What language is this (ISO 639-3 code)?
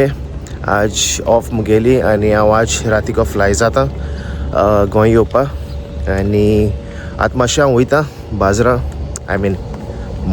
kok